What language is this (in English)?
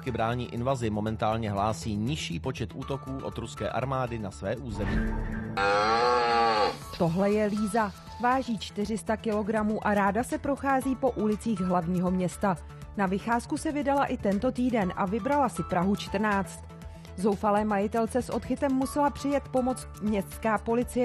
Czech